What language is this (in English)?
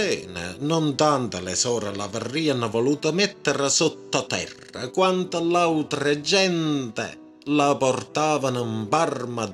Neapolitan